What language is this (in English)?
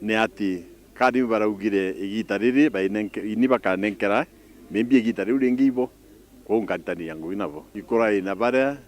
Meru